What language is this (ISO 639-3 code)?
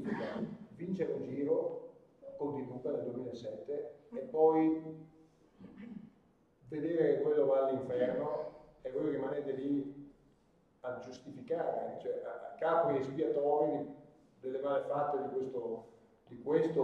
ita